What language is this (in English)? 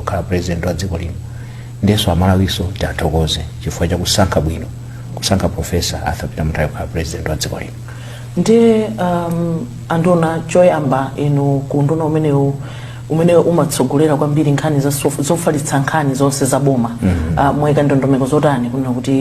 Nyanja